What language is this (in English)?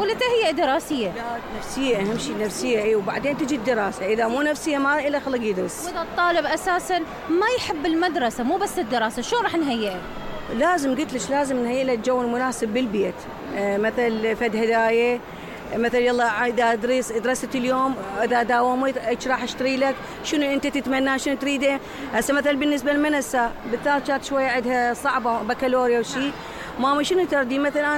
Mesopotamian Arabic